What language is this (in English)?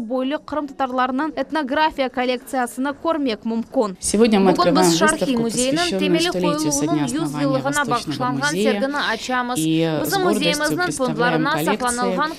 Crimean Tatar